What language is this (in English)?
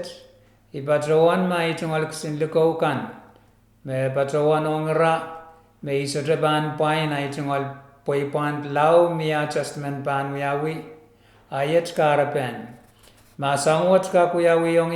Pohnpeian